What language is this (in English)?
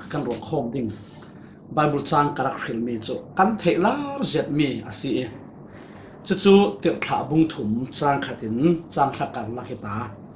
Falam Chin